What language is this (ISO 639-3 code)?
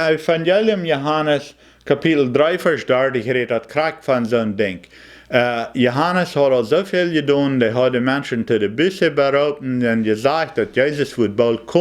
pdt